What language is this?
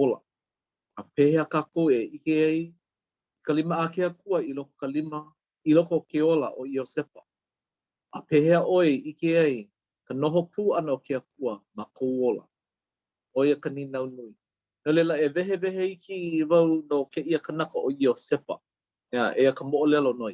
Hawaiian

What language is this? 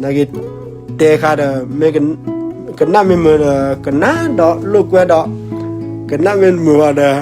S'gaw Karen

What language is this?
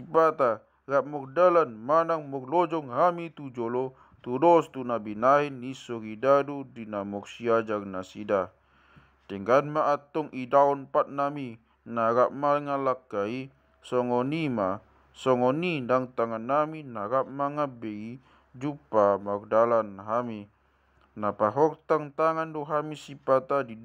Batak Toba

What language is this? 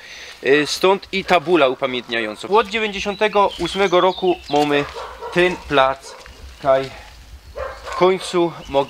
Silesian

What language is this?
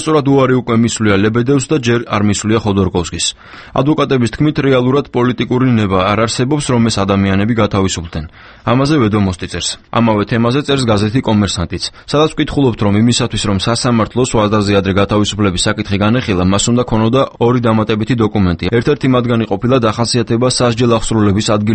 Georgian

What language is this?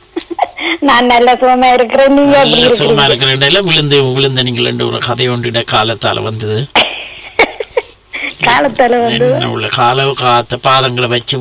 Tamil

